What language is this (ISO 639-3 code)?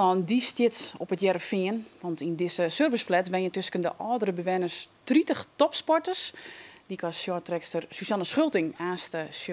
fry